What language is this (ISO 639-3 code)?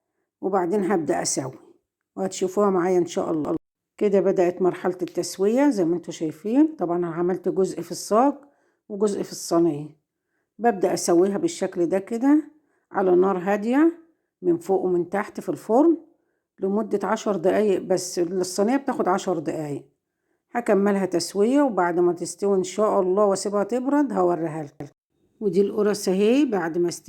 arz